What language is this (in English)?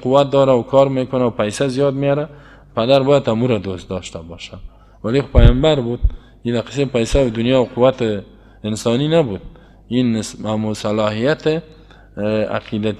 Persian